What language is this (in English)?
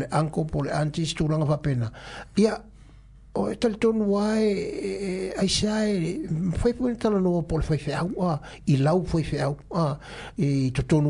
Samoan